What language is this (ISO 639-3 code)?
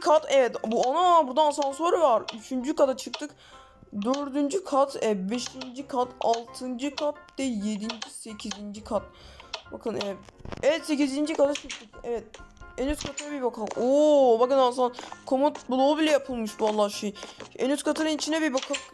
tur